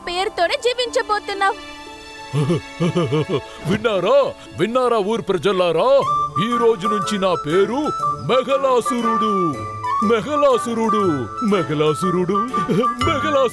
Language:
Telugu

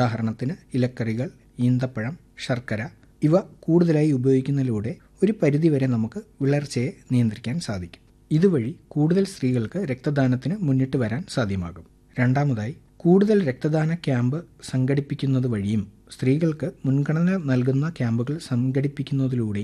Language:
Malayalam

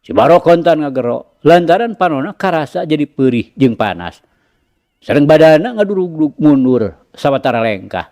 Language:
Sundanese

